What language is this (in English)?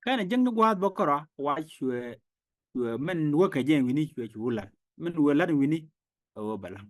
Nuer